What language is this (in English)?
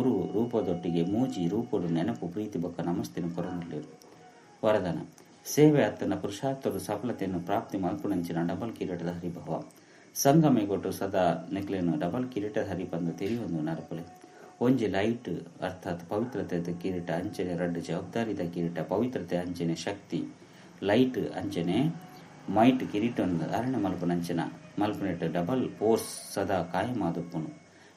Tulu